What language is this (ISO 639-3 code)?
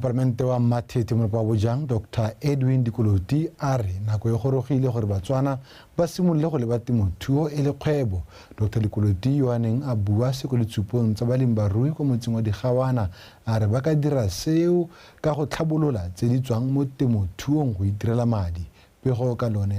tsn